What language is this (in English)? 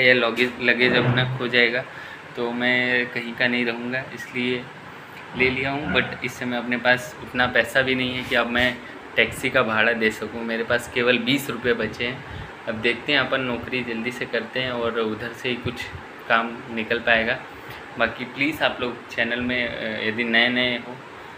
Hindi